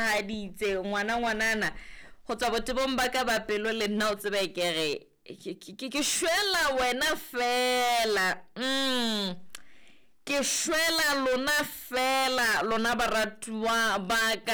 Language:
Southern Sotho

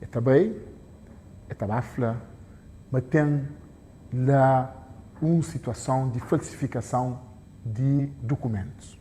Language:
Kabuverdianu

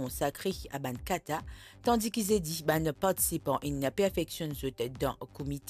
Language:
Morisyen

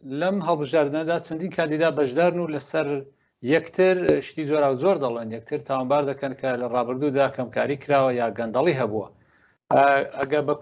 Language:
Central Kurdish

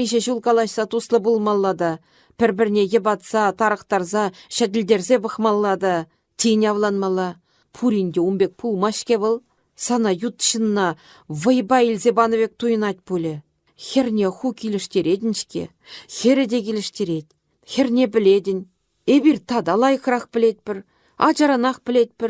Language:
Chuvash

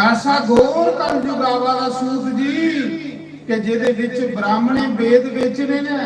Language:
Dogri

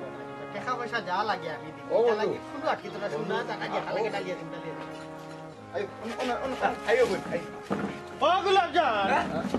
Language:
Sylheti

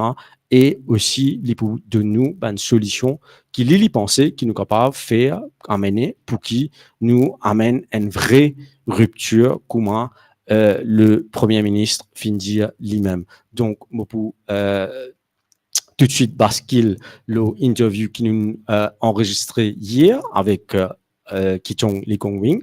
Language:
Morisyen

